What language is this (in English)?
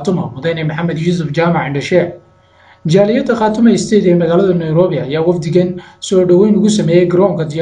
Somali